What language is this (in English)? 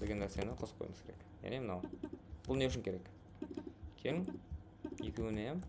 Kara-Kalpak